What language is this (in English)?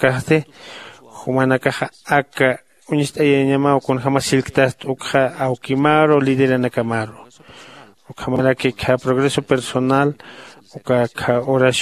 Aymara